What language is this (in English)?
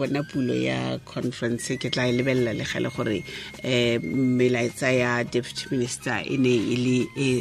Tswana